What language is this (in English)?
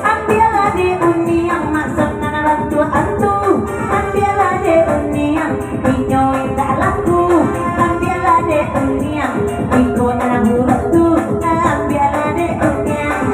Minangkabau